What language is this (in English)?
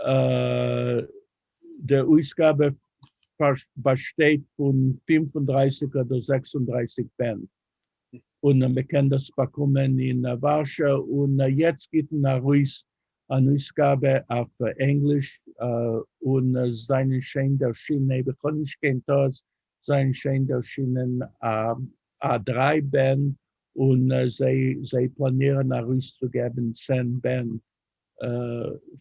Yiddish